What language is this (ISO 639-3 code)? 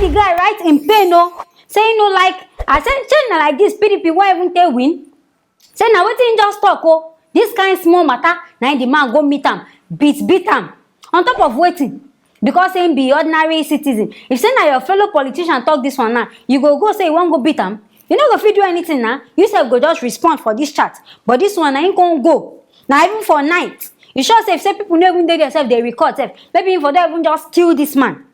pcm